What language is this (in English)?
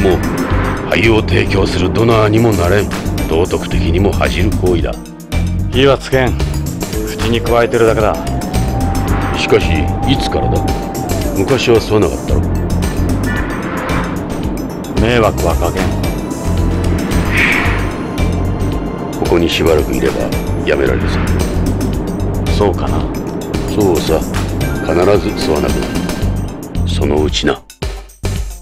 Japanese